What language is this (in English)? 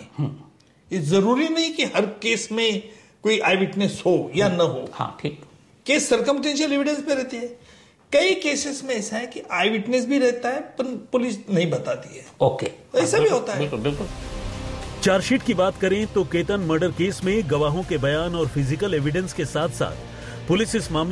Hindi